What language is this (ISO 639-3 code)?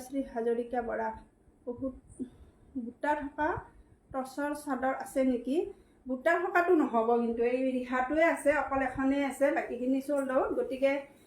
asm